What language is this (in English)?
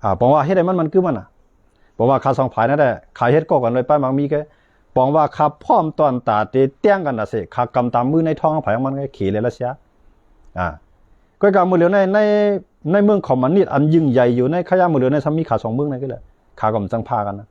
Shan